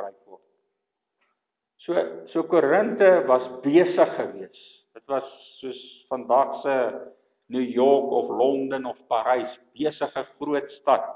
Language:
Afrikaans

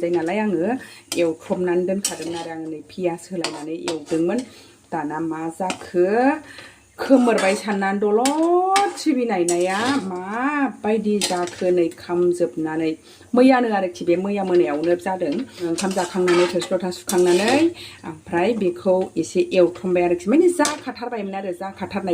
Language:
Bodo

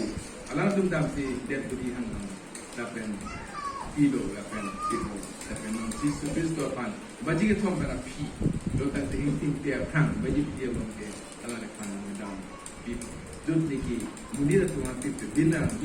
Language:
Karbi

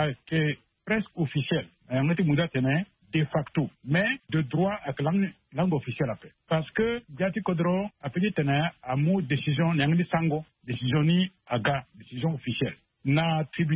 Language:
Sango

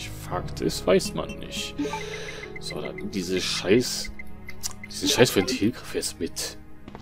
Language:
German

